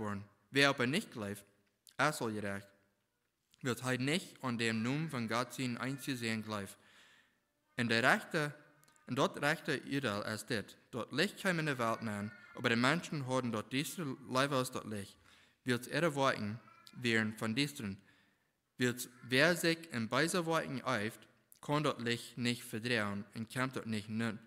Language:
Plautdietsch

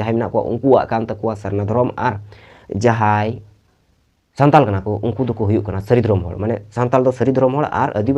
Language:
Santali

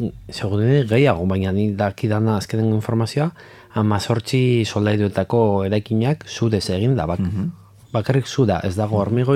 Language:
Basque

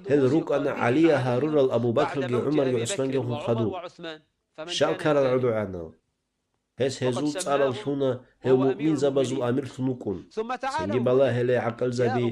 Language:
Avaric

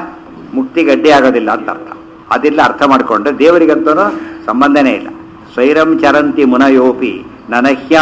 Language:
Kannada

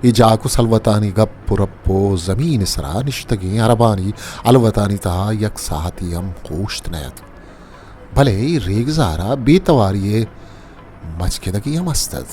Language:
Baluchi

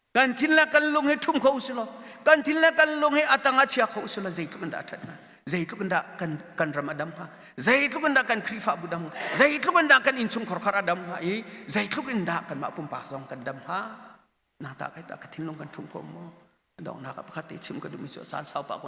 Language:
Hakha Chin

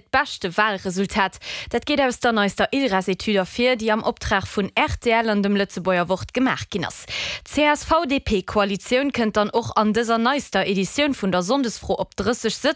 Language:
Luxembourgish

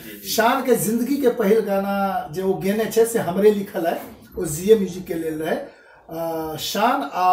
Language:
Maithili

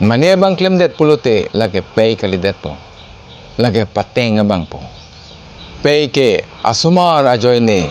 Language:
Karbi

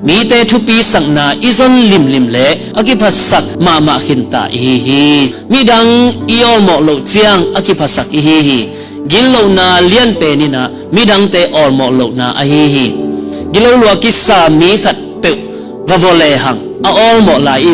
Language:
Tedim Chin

